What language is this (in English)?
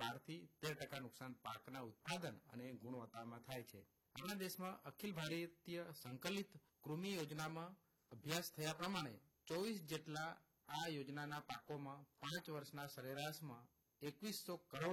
Gujarati